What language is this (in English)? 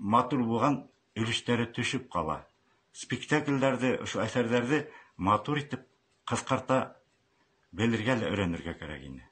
Bashkir